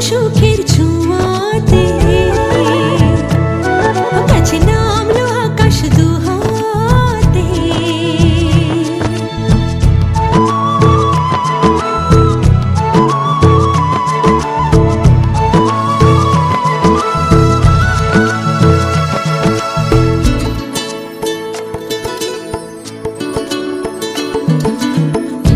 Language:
Bangla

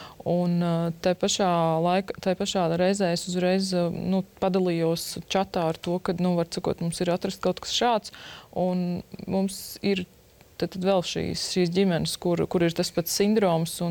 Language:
Latvian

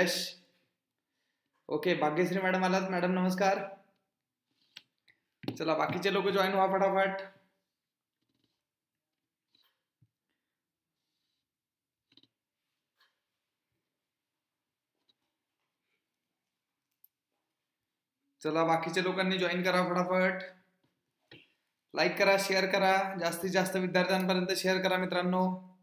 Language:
Marathi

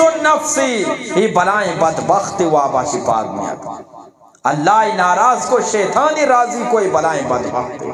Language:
Eastern Balochi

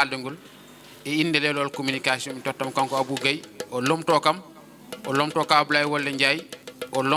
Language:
Fula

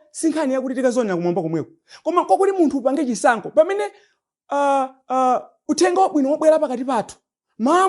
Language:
Nyanja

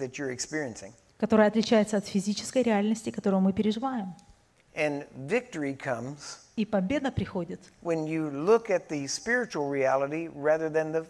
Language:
Russian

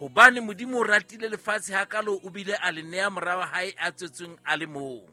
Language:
Southern Sotho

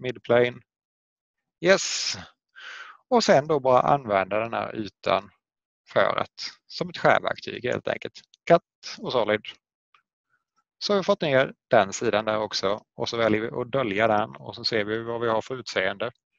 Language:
Swedish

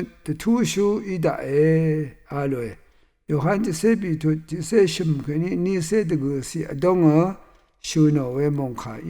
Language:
Rawang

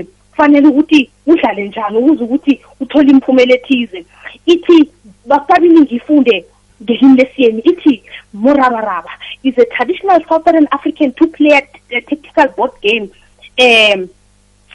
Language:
South Ndebele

